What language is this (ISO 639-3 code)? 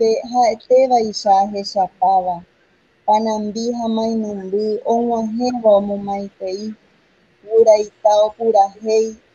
grn